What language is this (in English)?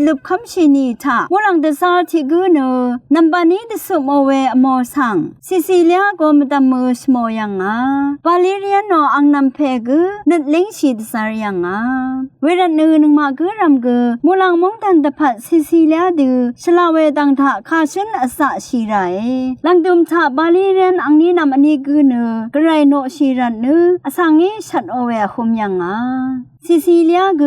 Rawang